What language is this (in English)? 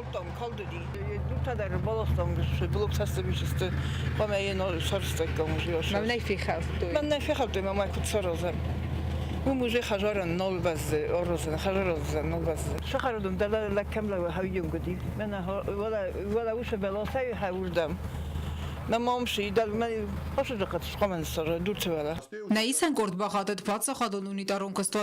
Ossetic